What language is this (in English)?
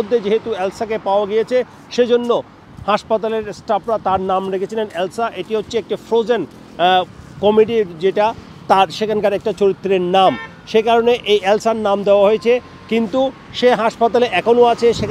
Bangla